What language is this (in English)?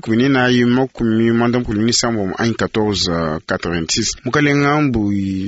Luba-Lulua